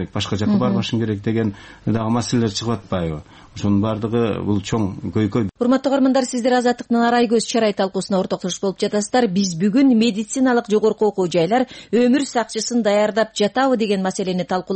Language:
Kyrgyz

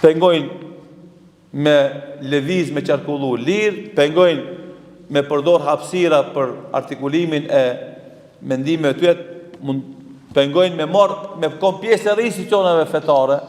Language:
Albanian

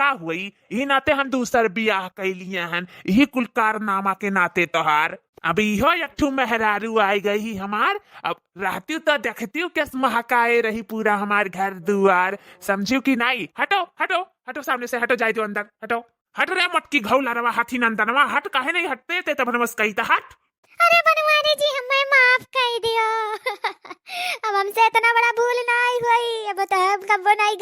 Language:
Awadhi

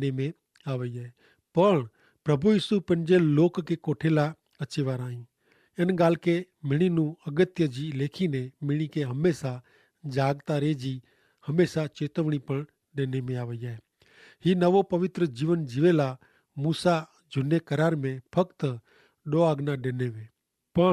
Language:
Kachhi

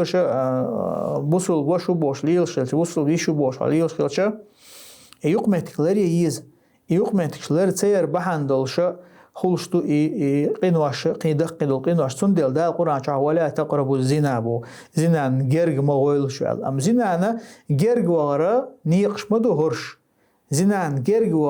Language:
Chechen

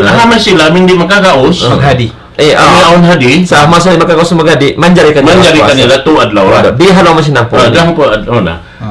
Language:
Tausug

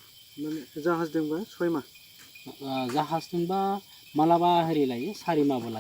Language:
Bodo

